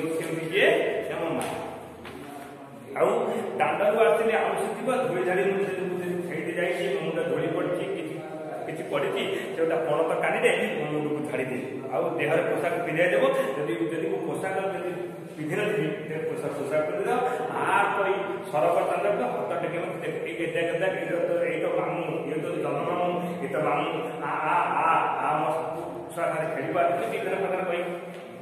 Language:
Odia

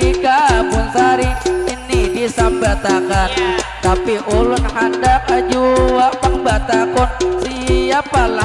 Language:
Banjar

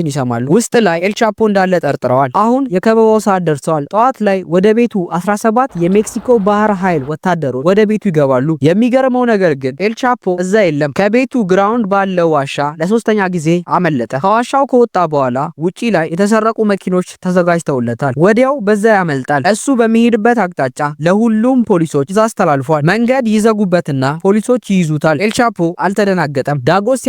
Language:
Amharic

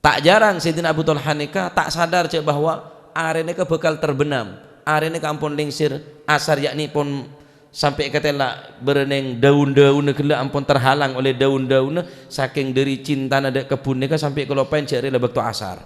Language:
Madurese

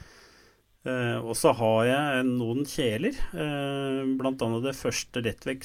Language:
Norwegian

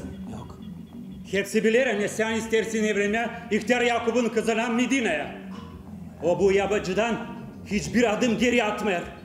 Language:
Gagauz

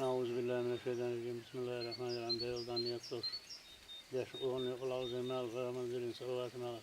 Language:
Chechen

